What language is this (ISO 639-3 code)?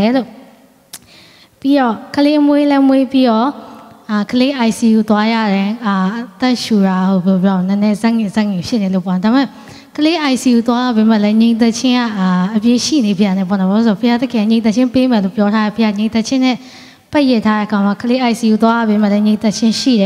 mya